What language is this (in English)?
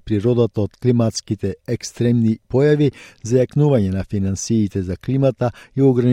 Macedonian